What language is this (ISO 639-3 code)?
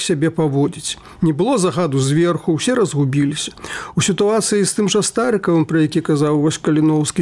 bel